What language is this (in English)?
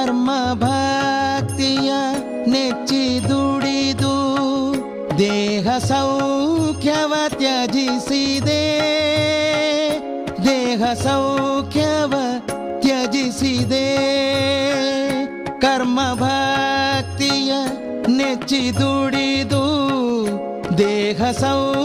Kannada